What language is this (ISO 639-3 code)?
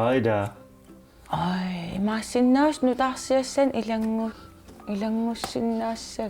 kal